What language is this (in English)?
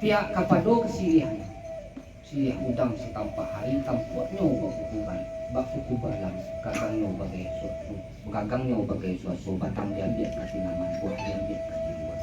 Minangkabau